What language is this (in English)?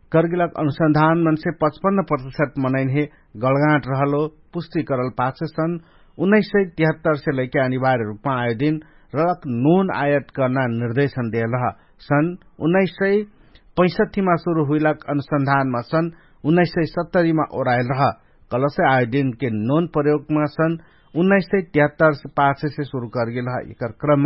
Dangaura Tharu